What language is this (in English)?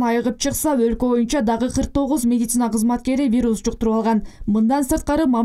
Kyrgyz